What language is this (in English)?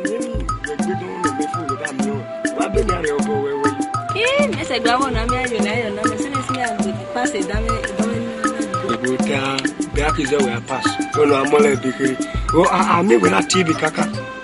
Esan